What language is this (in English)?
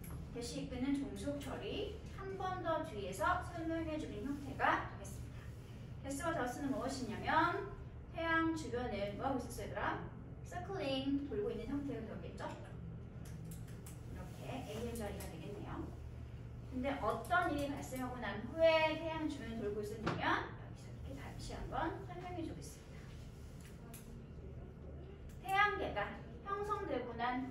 Korean